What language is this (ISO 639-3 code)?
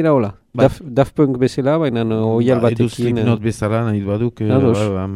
eus